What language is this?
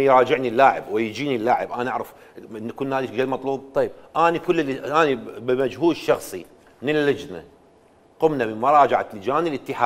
Mesopotamian Arabic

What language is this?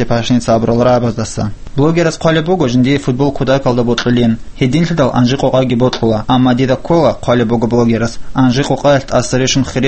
Avaric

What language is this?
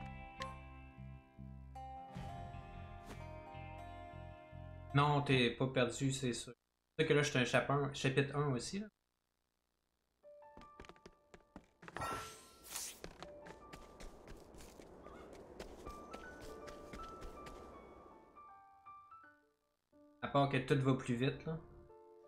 French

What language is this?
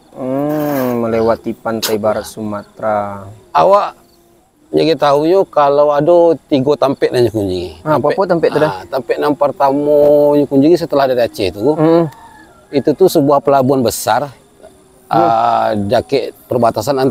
Minangkabau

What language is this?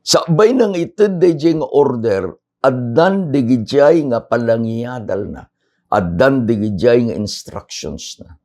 Iloko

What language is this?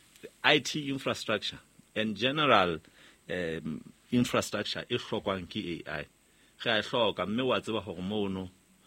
Southern Sotho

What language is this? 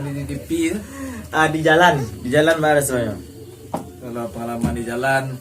Minangkabau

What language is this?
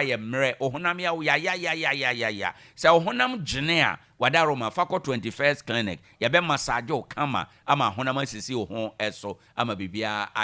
Akan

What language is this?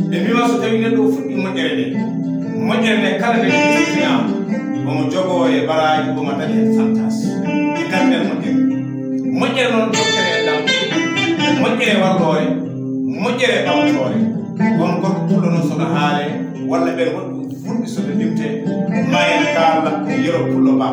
Fula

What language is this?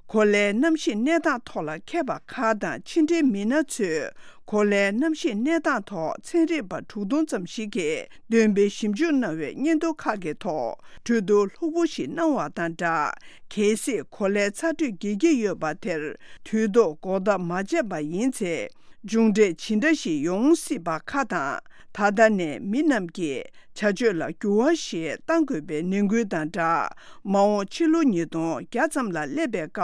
Tibetan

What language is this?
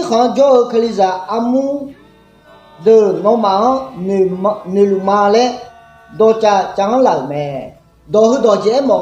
Akha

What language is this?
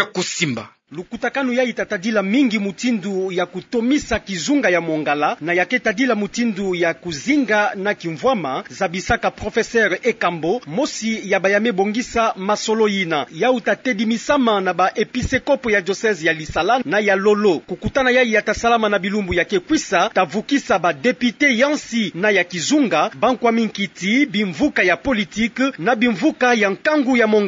Kituba (Democratic Republic of Congo)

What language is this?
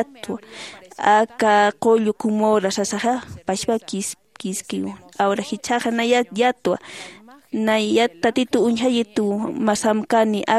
Aymara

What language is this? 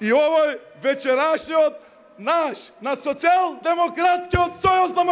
Macedonian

